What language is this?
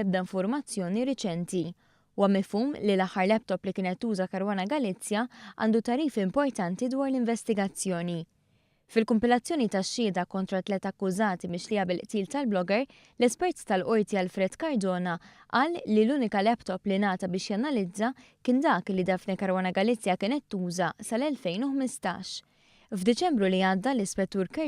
Maltese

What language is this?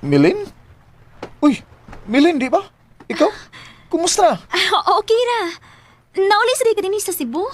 Cebuano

